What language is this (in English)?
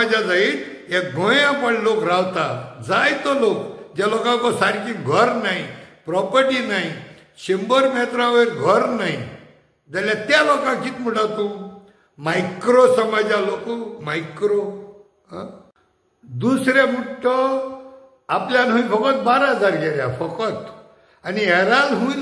Konkani